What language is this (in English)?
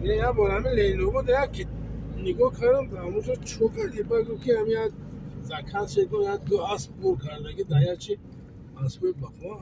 Tajik